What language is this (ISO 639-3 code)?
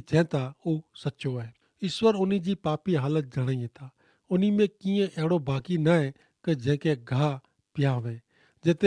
kfr